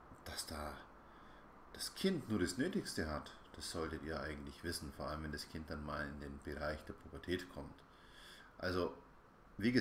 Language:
German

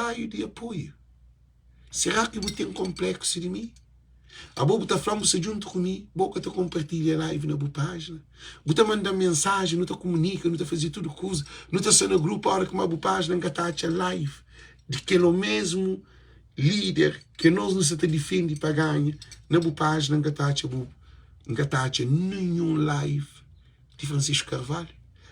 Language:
Kabuverdianu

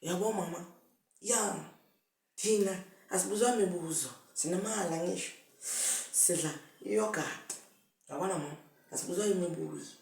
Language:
Zulu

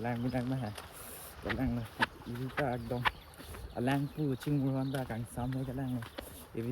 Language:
Karbi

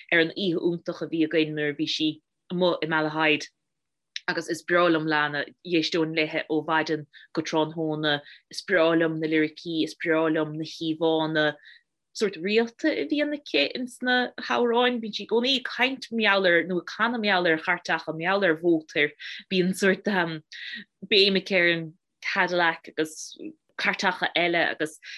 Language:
Irish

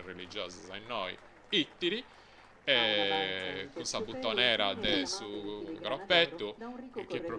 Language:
Sardinian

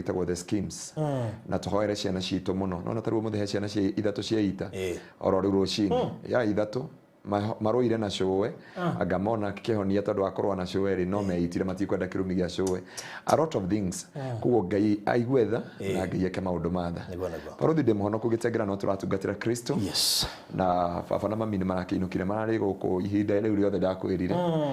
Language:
Kikuyu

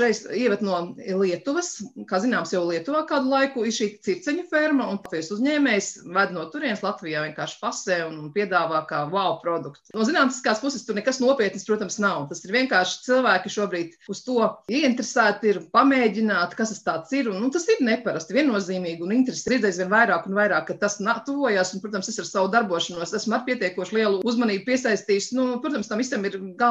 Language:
Latvian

